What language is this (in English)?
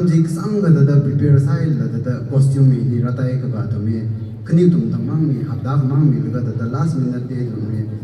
Tangkhul Naga (India)